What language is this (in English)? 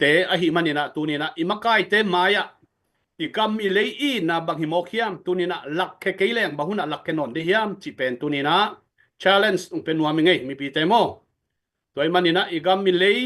Tedim Chin